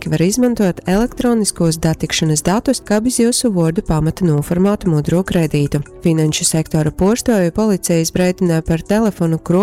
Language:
Latgalian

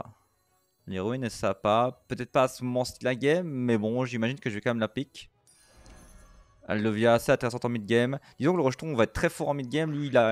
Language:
French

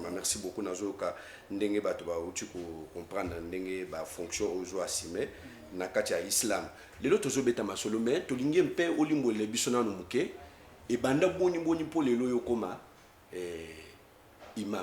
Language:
Lingala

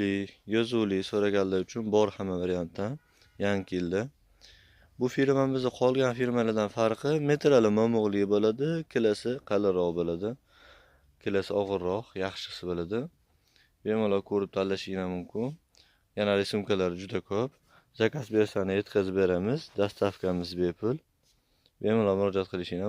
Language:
Uzbek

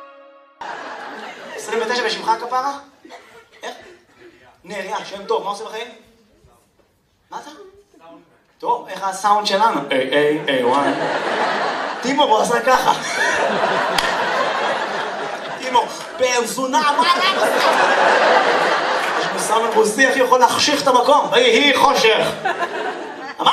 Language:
Hebrew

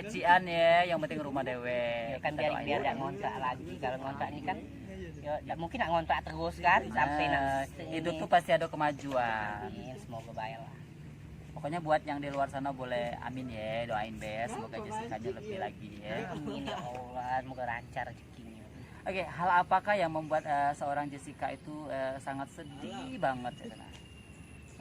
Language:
Musi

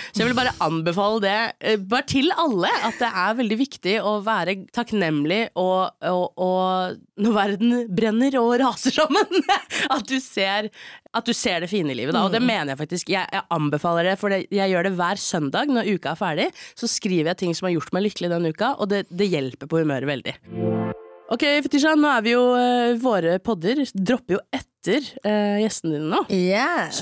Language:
Norwegian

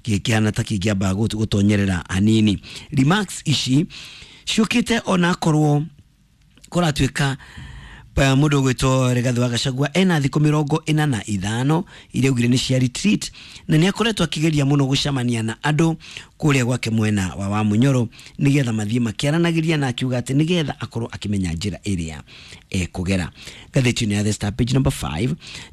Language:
Kikuyu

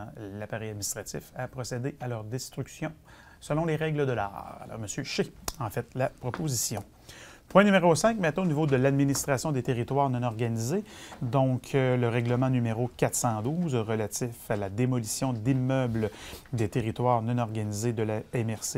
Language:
French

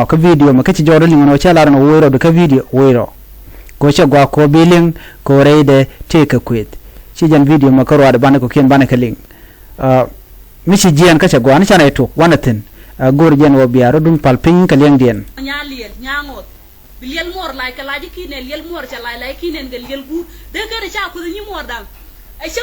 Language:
Nuer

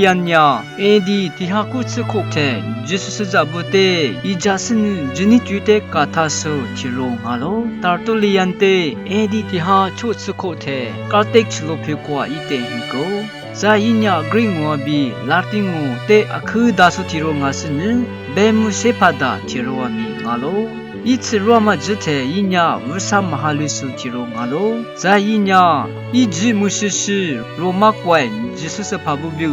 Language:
Lisu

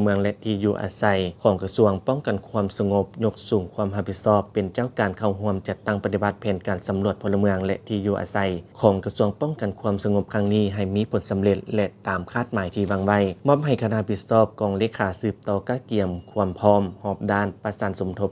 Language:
Lao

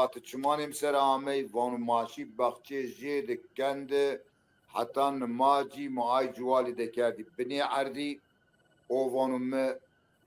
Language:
Zaza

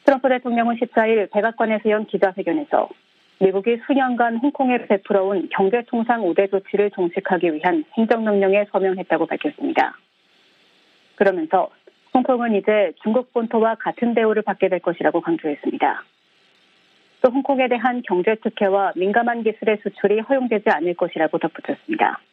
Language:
Korean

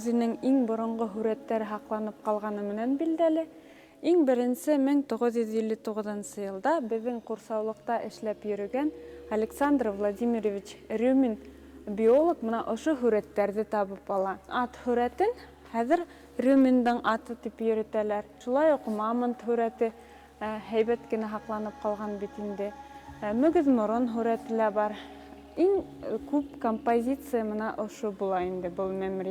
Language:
Bashkir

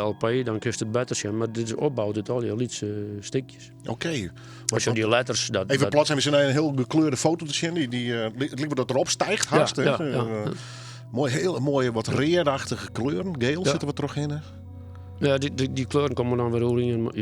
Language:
Western Frisian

